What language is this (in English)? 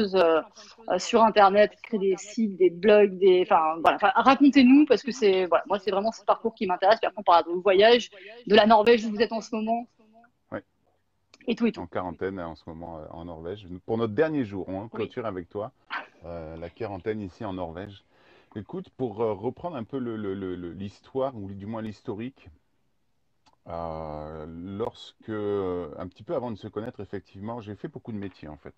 French